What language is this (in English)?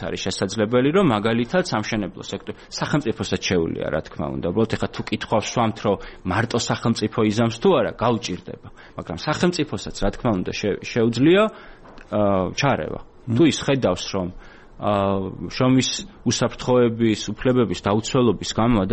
Georgian